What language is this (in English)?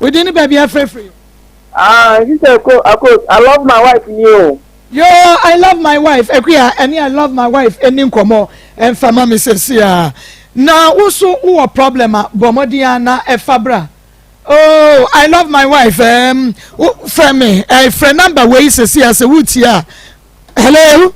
Akan